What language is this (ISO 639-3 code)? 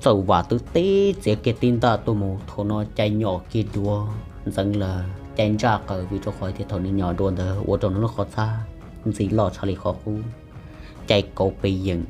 hmn